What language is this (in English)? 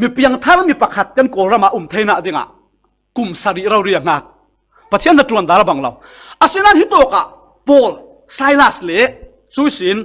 Falam Chin